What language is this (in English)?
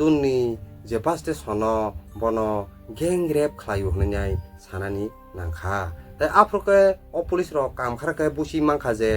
Kok Borok